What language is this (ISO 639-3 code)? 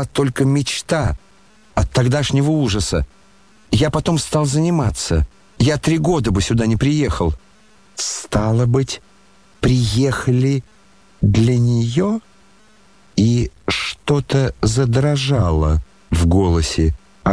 rus